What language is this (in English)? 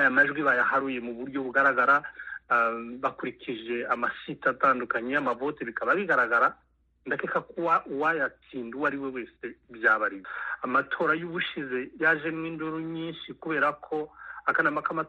Kinyarwanda